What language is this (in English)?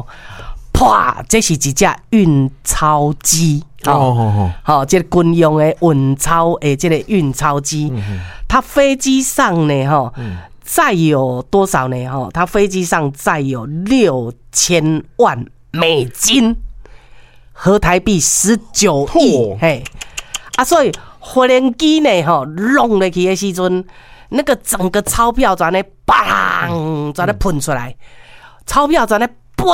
Min Nan Chinese